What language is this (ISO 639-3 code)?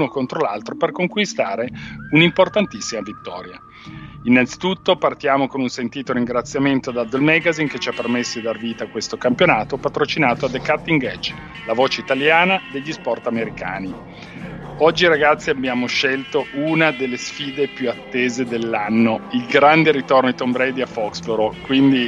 ita